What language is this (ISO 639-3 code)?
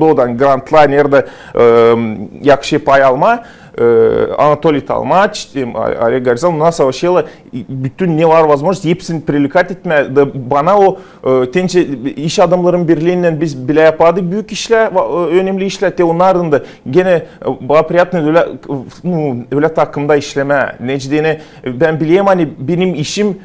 gag